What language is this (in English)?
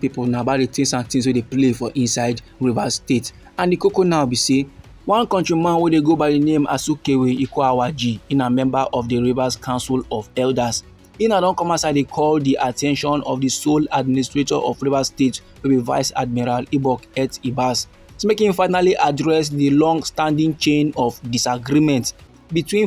Nigerian Pidgin